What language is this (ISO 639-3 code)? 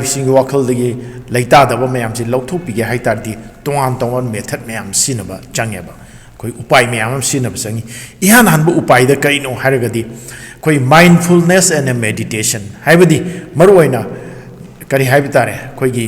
mni